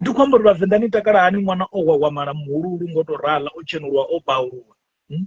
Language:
Venda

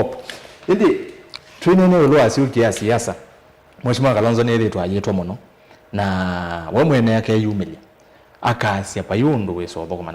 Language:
Kamba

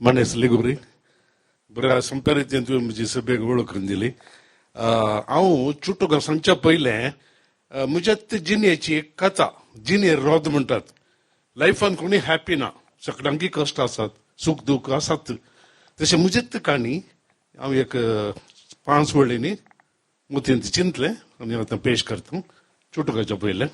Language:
Konkani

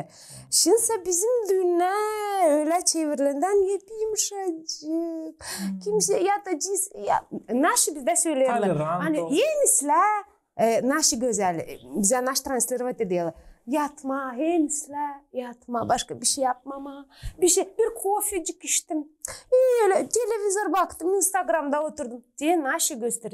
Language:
Gagauz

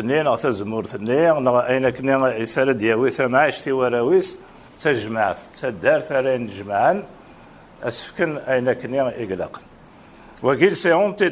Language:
Kabyle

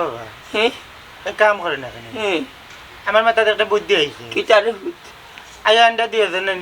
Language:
Sylheti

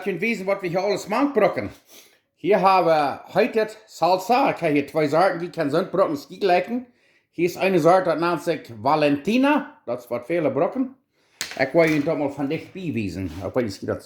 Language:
Plautdietsch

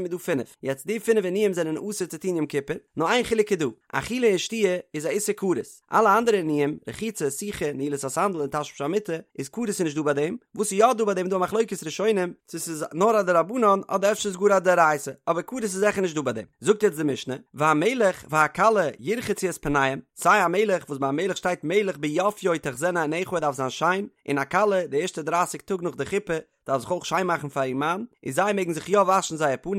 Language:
Yiddish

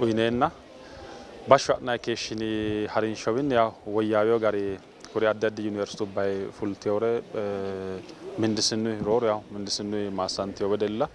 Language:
Sidamo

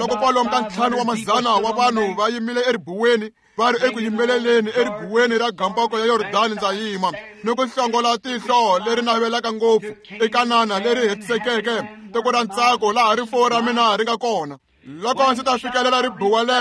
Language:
Tsonga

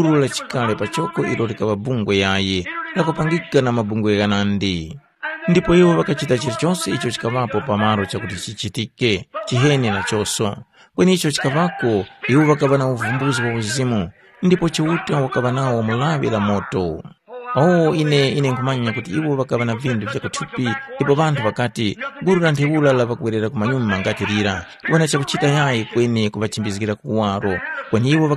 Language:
Tumbuka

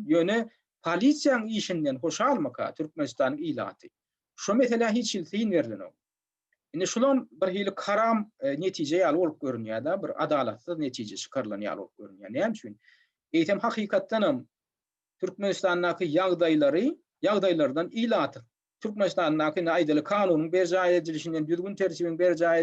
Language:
Turkmen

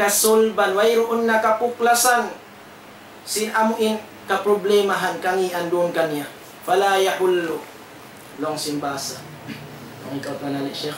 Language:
Tausug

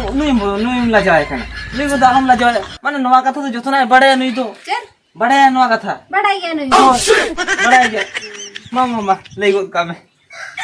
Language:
Santali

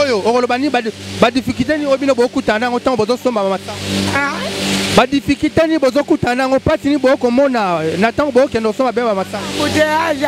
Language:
Lingala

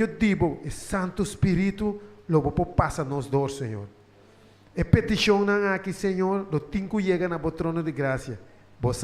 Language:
Papiamento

